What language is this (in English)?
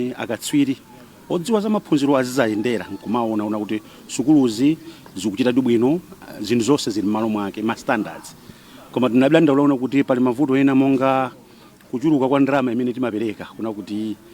Nyanja